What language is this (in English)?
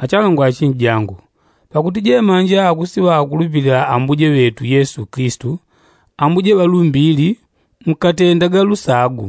Yao